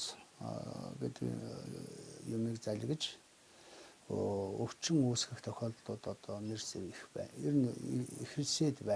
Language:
Mongolian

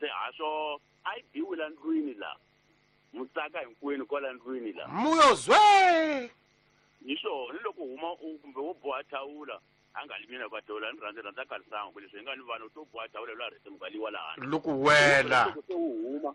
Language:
Tsonga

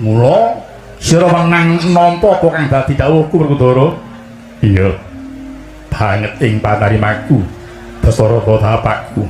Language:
Javanese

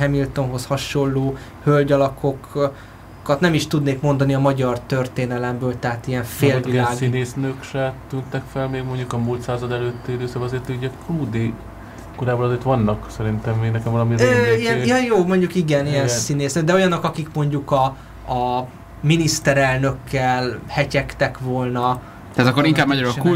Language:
Hungarian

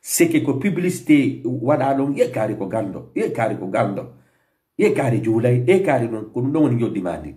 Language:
Fula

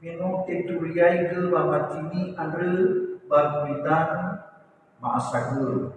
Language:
Nias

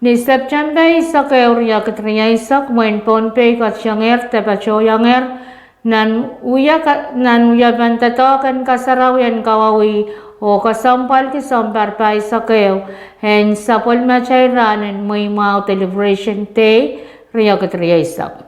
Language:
Pohnpeian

